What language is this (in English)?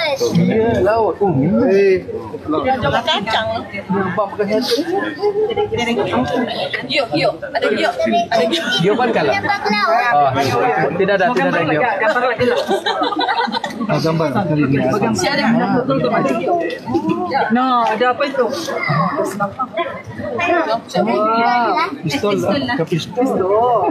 Malay